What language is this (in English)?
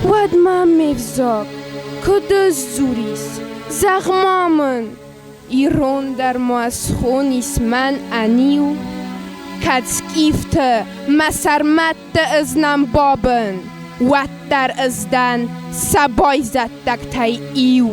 Ossetic